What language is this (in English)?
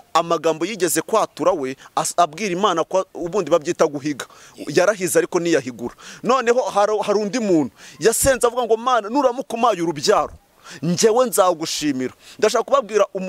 Kinyarwanda